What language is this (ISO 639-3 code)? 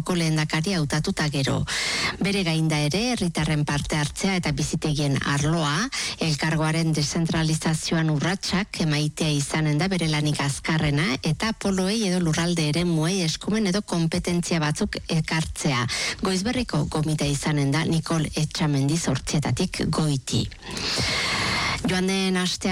eus